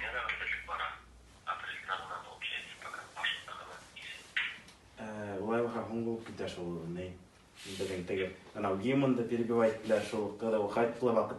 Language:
Bashkir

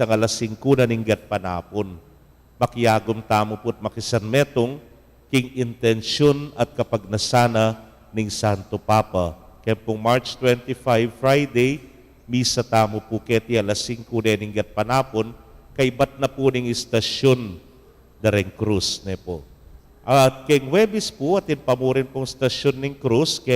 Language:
Pampanga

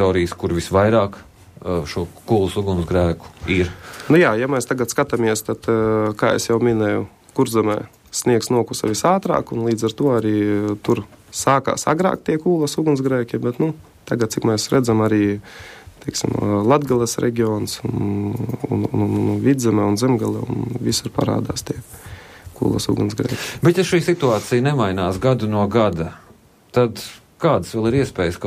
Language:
Latvian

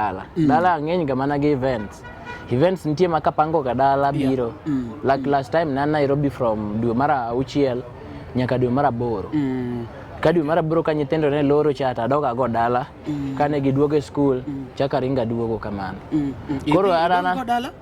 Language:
Luo (Kenya and Tanzania)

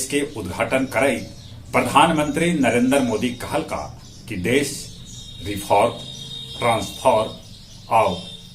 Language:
Magahi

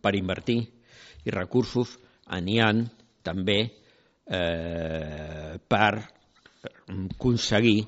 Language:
Catalan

